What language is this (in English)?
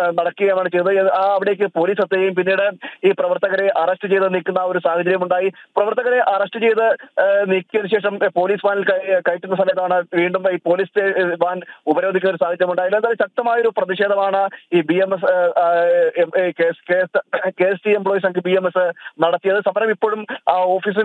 Malayalam